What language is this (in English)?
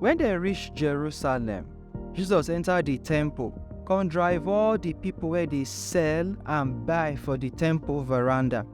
Nigerian Pidgin